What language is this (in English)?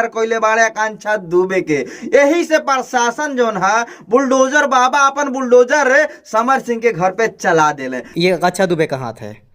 Bhojpuri